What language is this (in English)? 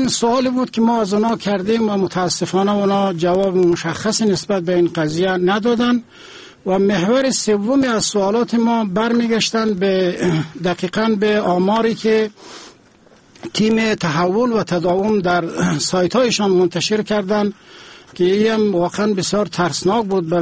Persian